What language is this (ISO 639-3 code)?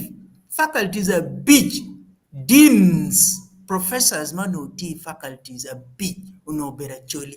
ach